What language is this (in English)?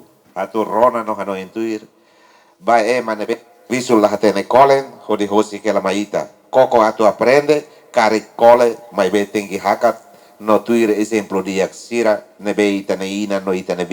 Tetum